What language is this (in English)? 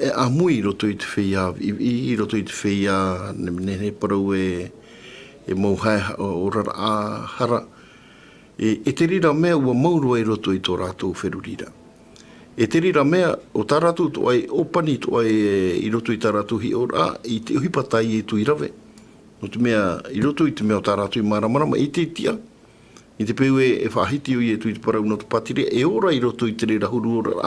Tahitian